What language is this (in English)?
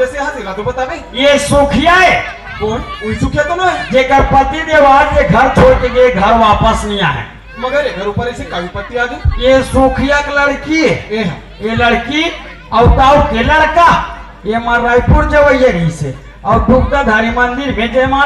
Chhattisgarhi